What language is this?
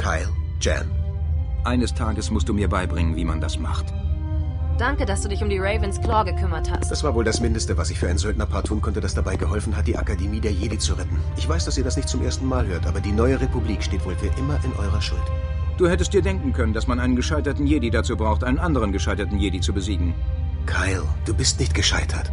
Bavarian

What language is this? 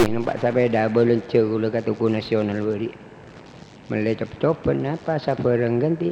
Madurese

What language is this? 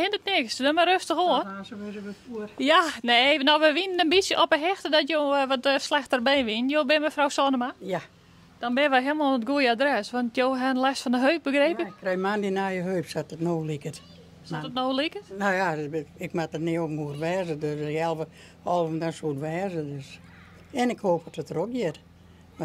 Western Frisian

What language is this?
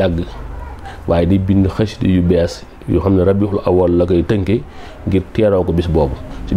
Wolof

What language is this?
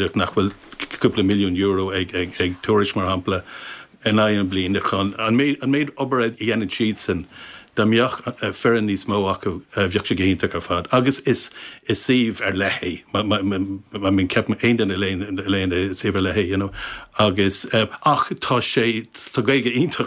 Irish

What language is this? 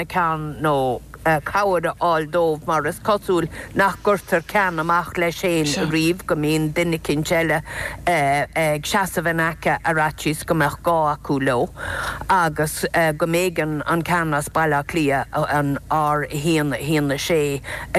Irish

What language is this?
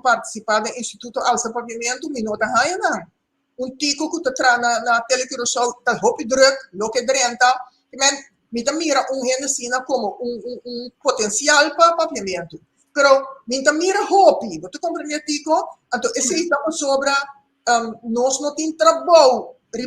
Papiamento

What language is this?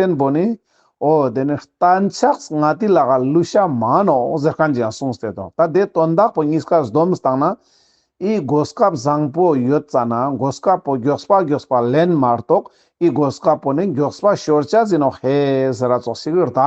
Ladakhi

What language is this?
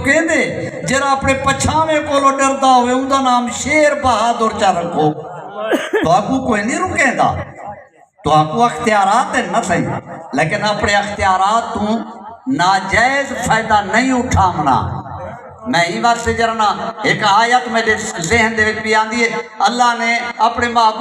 Saraiki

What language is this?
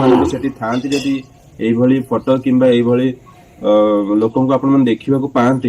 Odia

